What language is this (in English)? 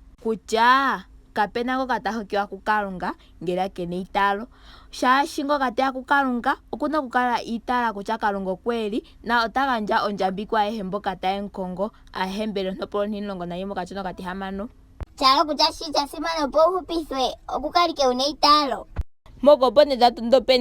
Ndonga